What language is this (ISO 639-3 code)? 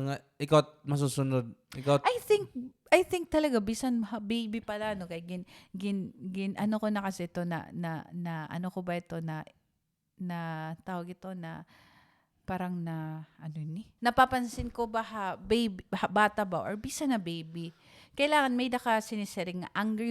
war